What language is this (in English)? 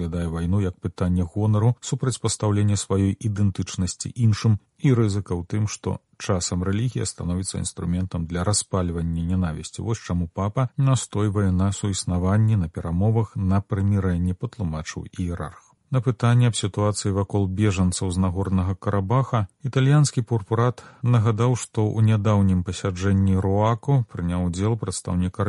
Belarusian